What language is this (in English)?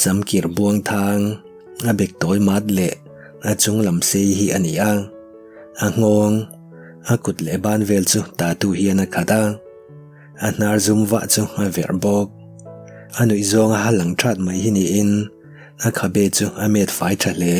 Mizo